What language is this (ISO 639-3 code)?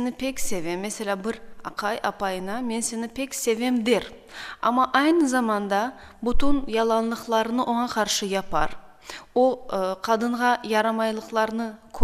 crh